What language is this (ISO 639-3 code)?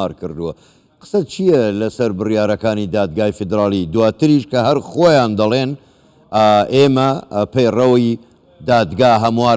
ckb